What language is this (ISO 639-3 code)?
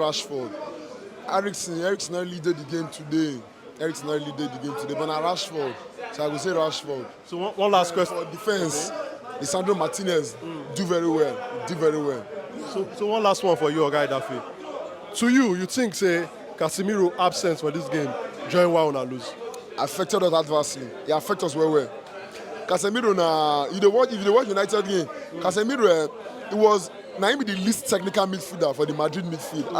pcm